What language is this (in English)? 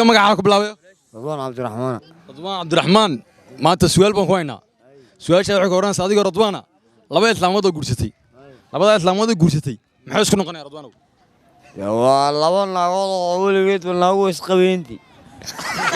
Somali